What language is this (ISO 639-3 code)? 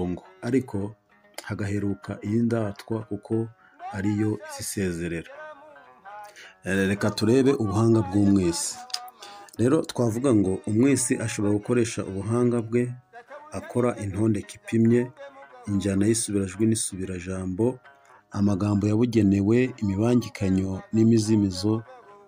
kin